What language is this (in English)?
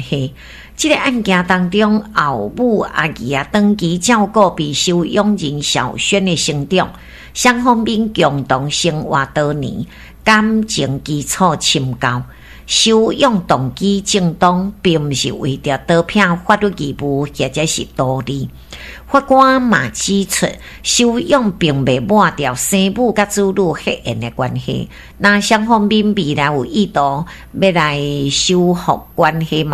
Min Nan Chinese